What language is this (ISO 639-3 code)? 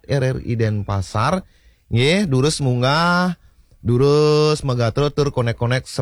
ban